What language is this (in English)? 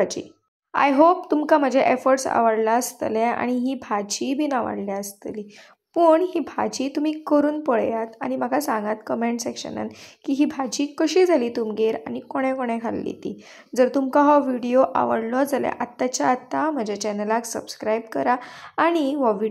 Konkani